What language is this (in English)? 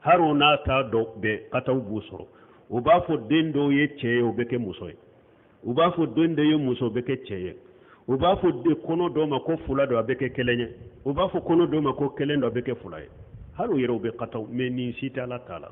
Bambara